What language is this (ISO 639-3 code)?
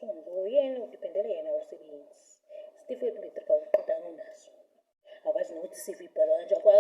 zul